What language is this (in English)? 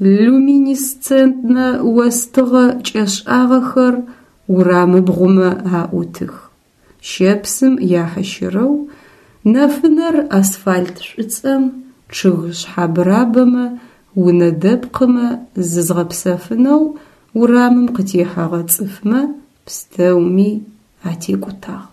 Adyghe